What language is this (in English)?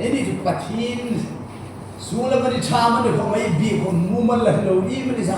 Hmar